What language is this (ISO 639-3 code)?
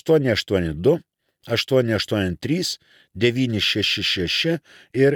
lit